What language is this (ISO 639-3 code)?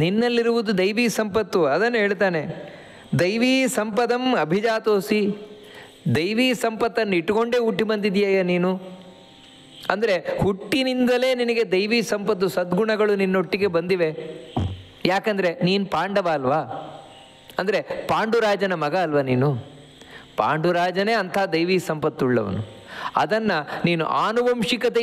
kan